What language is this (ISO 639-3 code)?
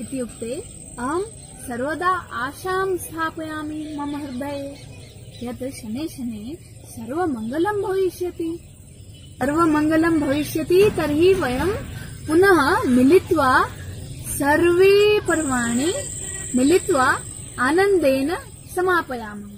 san